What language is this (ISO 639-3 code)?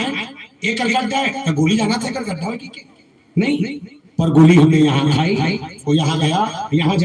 hne